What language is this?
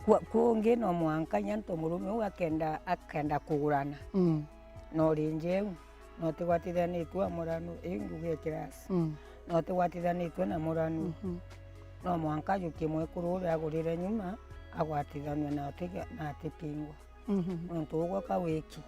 Meru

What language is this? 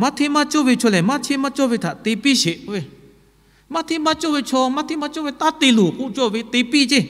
Lahu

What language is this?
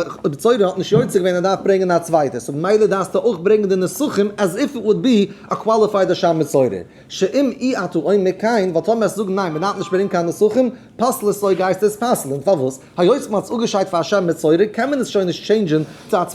Yiddish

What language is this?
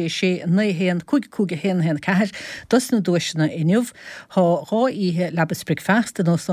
Irish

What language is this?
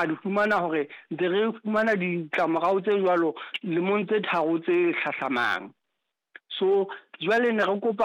Southern Sotho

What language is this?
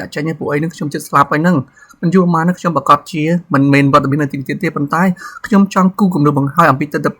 Khmer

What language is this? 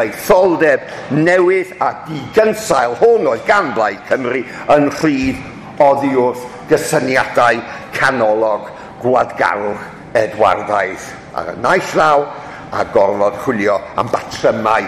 Welsh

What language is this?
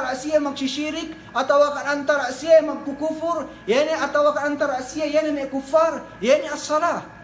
Yakan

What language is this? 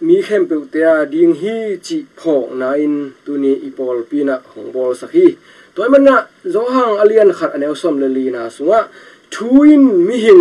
Tedim Chin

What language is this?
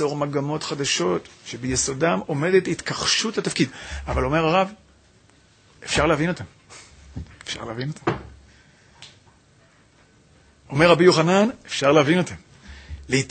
Hebrew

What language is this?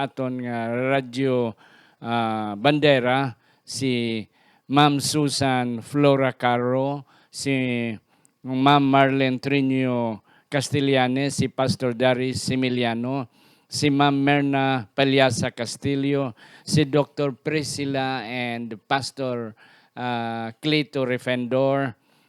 Hiligaynon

